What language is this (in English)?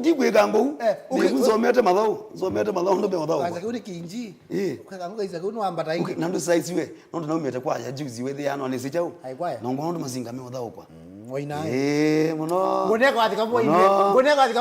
Kamba